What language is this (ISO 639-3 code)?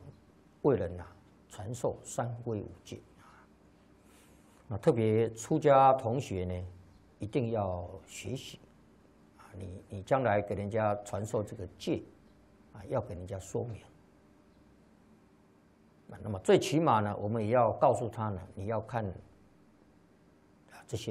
zho